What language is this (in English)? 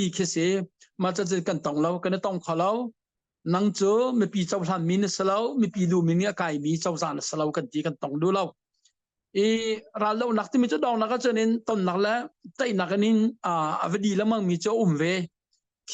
Hakha Chin